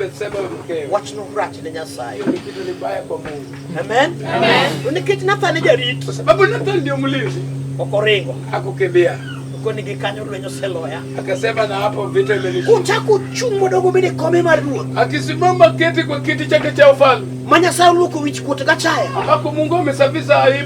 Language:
Luo (Kenya and Tanzania)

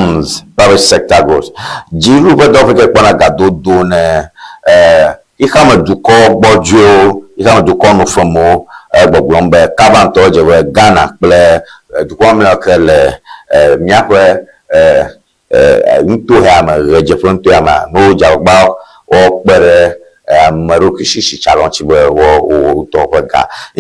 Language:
Ewe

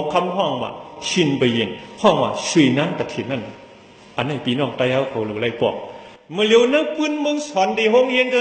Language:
Shan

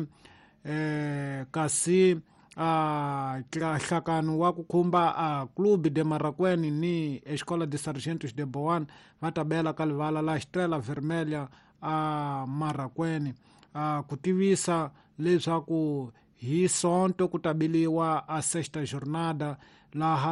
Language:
Tsonga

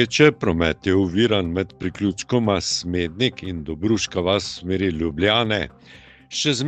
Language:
Slovenian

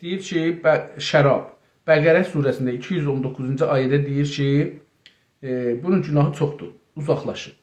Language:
South Azerbaijani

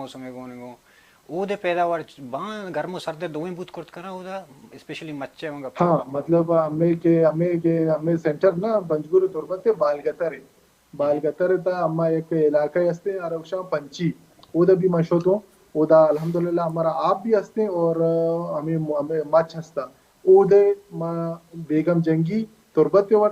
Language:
Baluchi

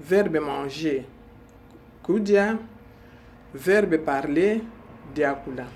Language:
Luba-Lulua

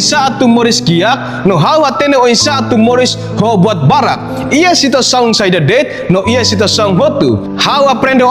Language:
Tetum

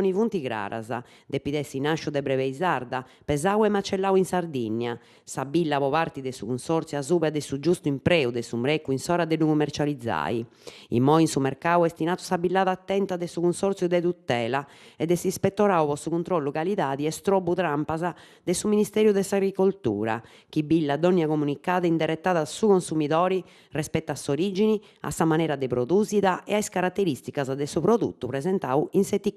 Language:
Sardinian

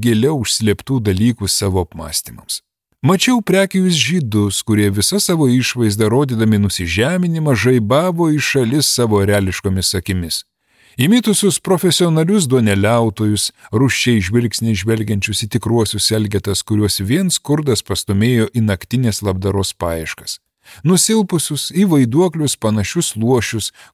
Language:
Lithuanian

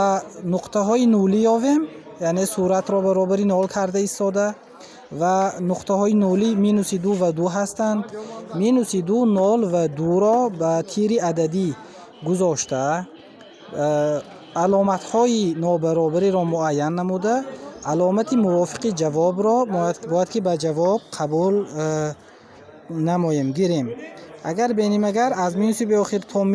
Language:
Tajik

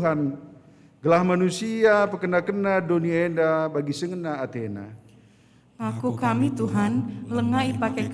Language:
Batak Karo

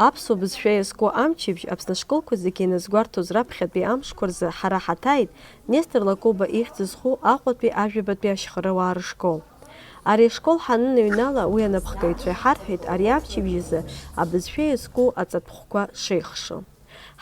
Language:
Abkhazian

